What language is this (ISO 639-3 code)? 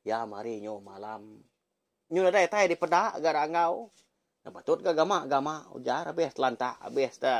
iba